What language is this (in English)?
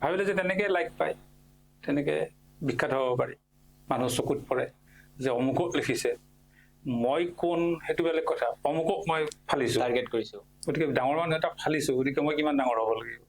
Assamese